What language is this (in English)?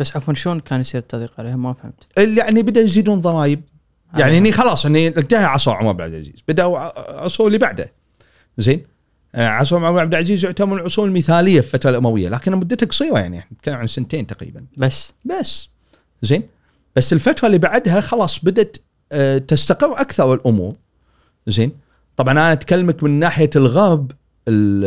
Gulf Arabic